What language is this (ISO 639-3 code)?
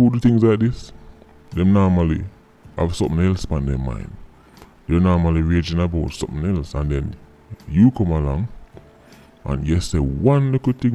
jam